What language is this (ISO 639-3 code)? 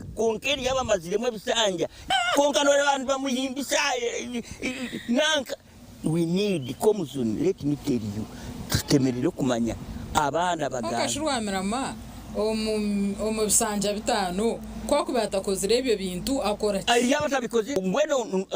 nyn